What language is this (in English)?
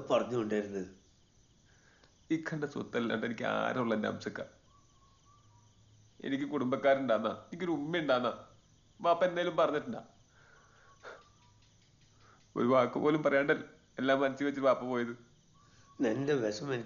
Malayalam